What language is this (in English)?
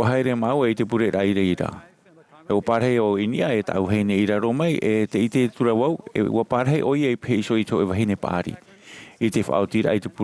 Tahitian